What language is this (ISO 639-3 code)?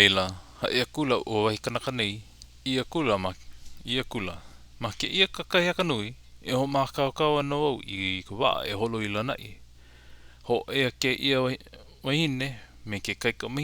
haw